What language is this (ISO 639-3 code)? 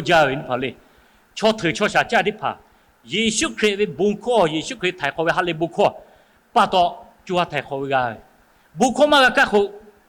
lhu